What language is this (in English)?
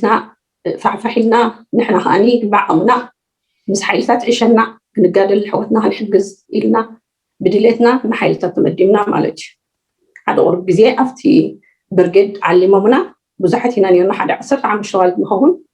Tigrinya